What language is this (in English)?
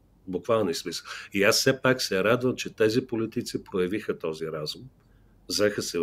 Bulgarian